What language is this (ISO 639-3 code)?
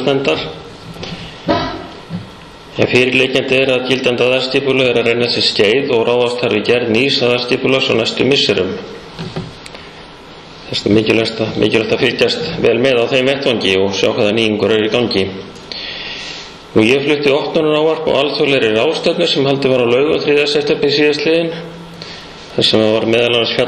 isl